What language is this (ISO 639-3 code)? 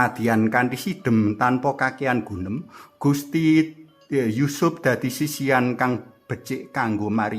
jav